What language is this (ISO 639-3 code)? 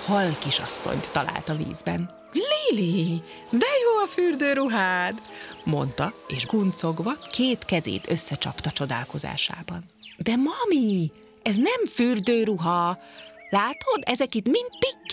hun